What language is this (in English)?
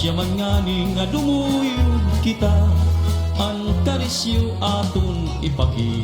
Waray